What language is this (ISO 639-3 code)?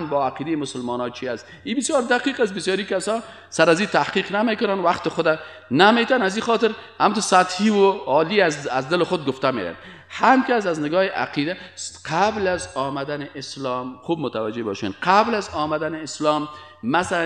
fas